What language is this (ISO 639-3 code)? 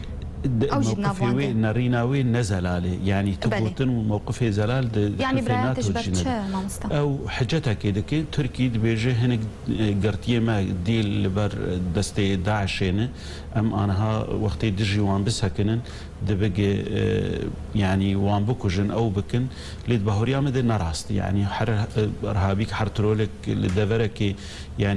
kur